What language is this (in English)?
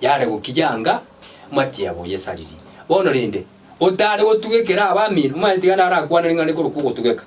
Gusii